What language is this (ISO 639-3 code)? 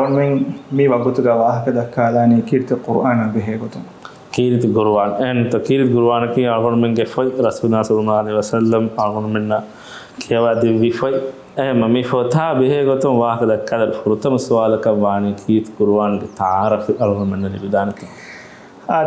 div